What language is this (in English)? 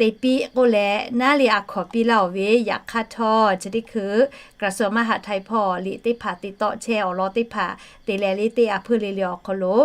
Lahu